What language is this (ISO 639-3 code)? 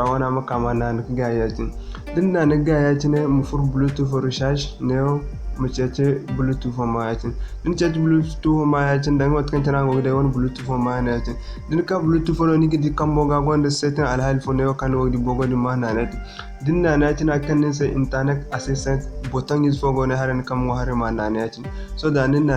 dje